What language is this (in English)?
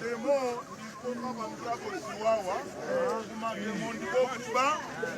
Nyanja